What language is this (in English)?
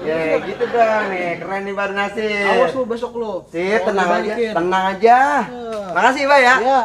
Betawi